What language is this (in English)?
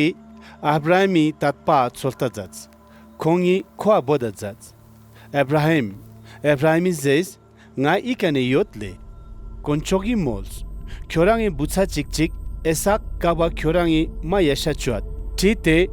Ladakhi